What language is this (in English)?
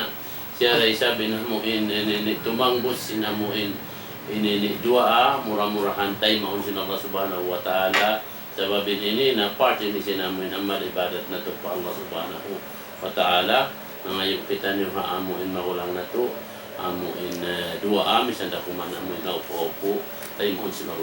Tausug